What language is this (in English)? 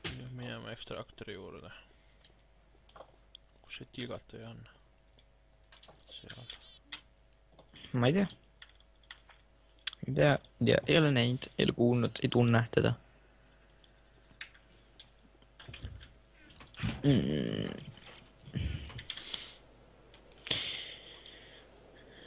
Estonian